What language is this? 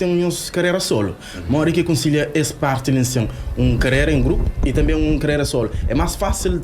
Kabuverdianu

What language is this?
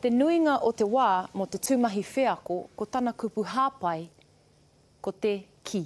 Māori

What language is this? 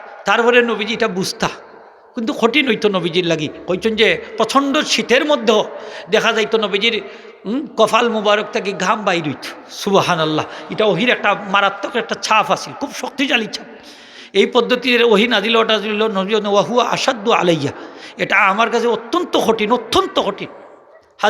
Sylheti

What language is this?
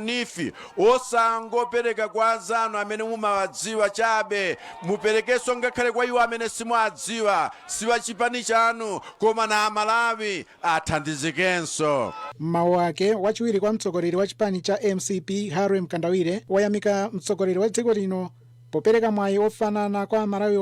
Nyanja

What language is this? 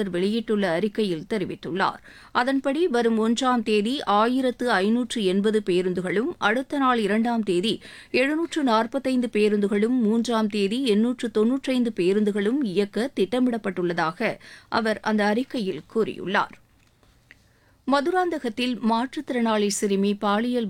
Tamil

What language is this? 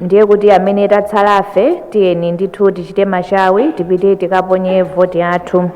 Nyanja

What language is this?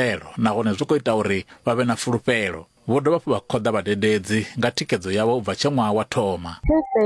Venda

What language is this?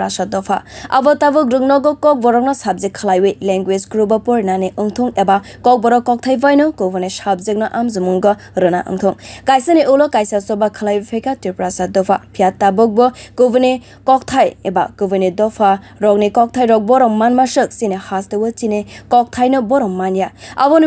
Kok Borok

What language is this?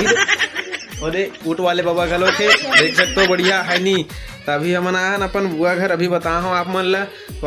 Chhattisgarhi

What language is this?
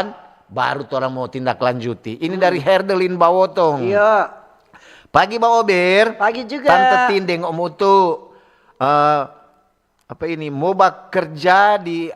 Manado Malay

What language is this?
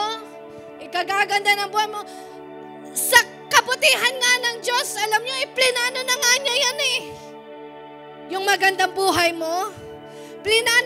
Filipino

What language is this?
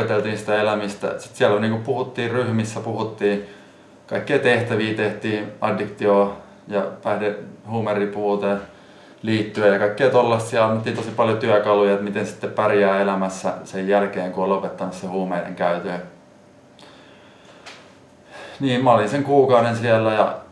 Finnish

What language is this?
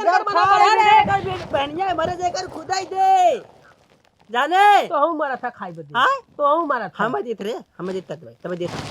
Awadhi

